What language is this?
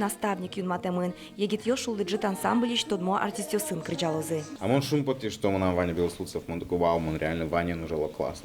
Udmurt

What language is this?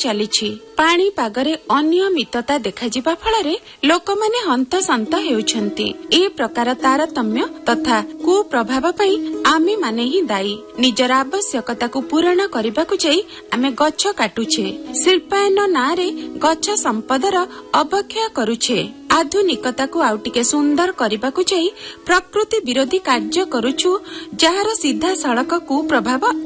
Odia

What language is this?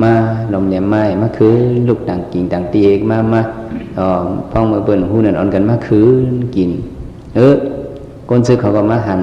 Shan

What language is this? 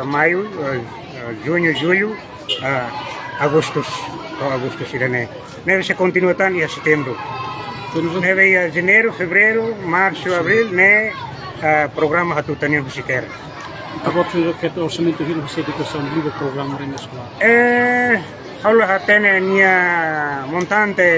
Tetum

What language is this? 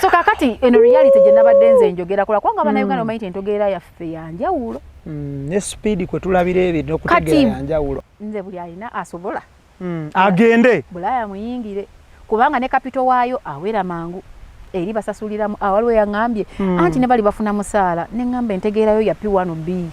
Ganda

